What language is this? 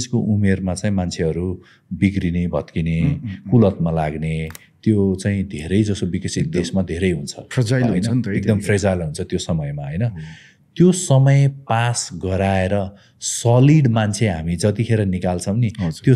Nepali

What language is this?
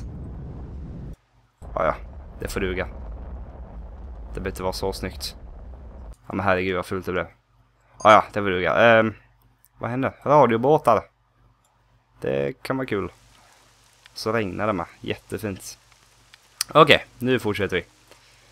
Swedish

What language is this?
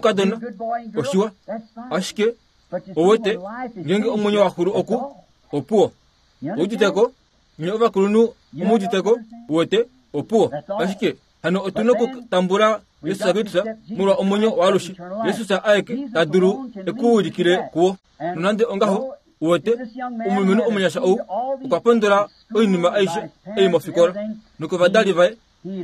Kuanyama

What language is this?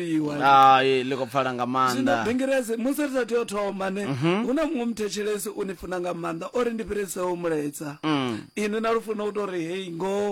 Venda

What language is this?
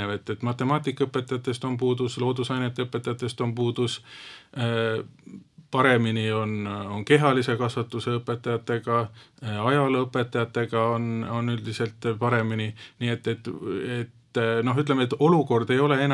Estonian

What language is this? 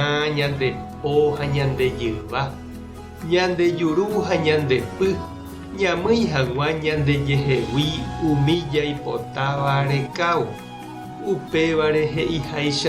Guarani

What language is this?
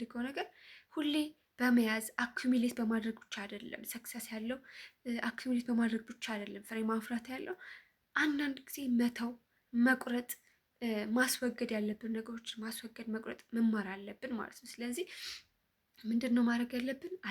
Amharic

